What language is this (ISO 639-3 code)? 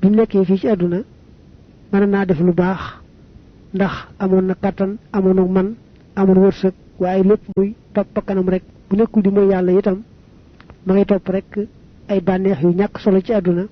wol